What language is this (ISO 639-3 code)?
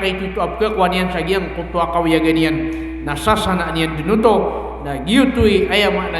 mrw